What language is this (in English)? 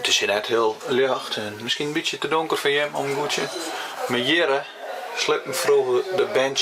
Western Frisian